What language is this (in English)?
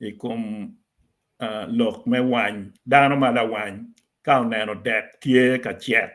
Acoli